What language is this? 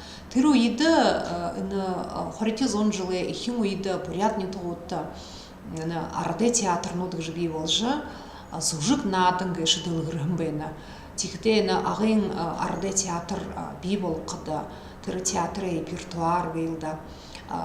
Buriat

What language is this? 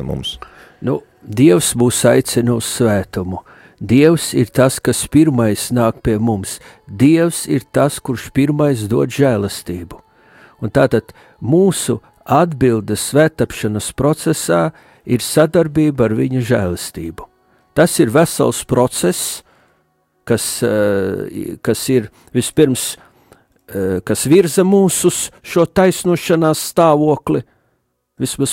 Latvian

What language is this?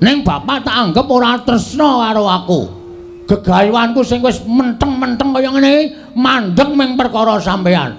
Javanese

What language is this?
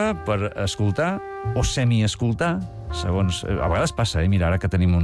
Catalan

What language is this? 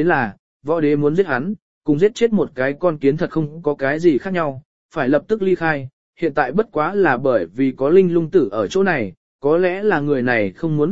Vietnamese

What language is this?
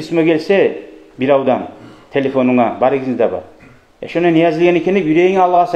Kumyk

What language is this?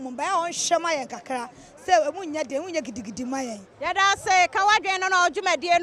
Akan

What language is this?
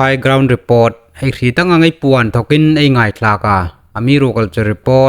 Hmar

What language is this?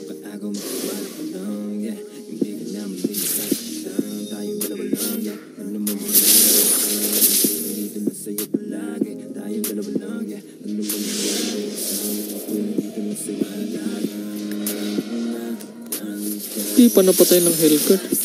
Filipino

